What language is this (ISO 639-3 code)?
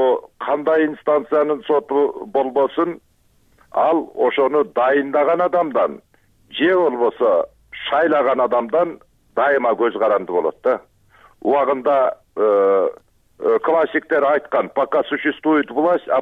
kir